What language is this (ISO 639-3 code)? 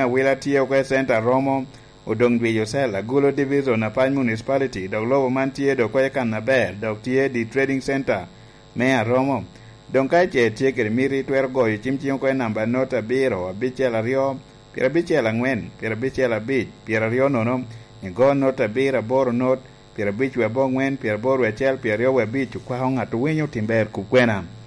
laj